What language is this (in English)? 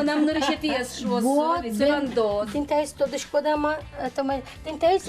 Udmurt